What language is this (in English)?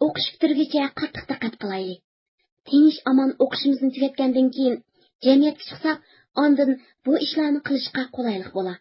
Uyghur